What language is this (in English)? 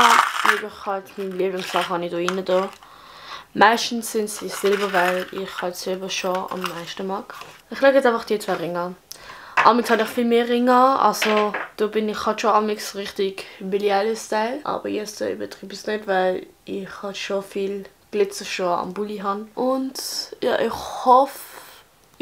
Swiss German